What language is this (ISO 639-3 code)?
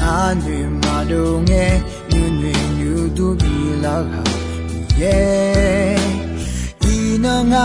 ahk